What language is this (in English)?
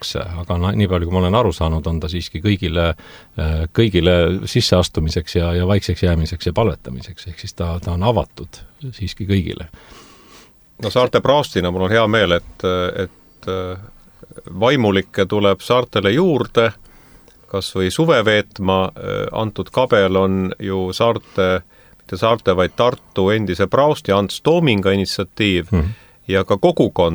Estonian